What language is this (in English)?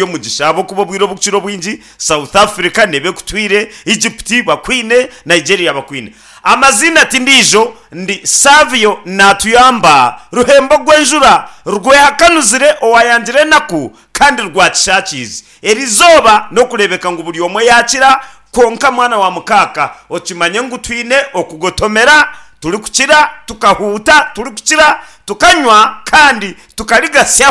Nyankole